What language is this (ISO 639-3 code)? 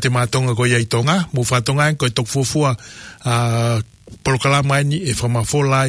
ton